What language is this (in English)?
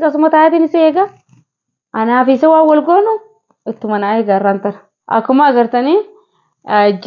Oromo